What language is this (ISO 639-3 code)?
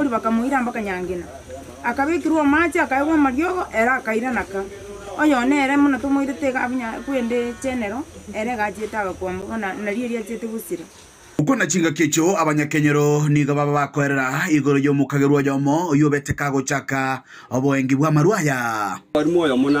guz